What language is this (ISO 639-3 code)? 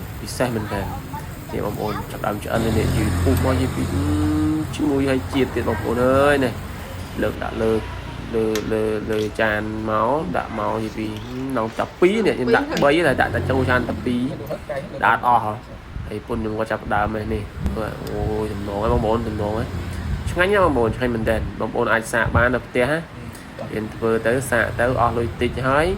khm